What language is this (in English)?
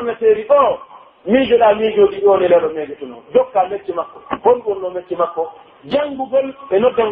Pular